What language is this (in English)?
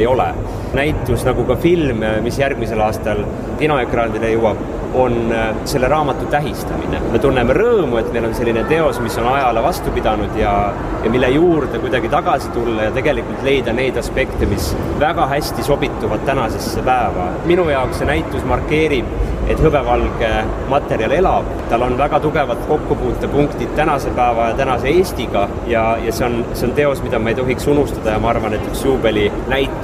Estonian